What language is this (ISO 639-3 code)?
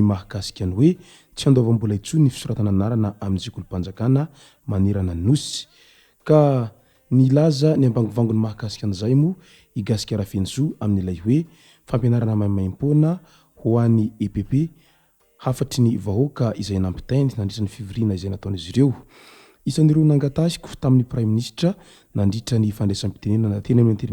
mlg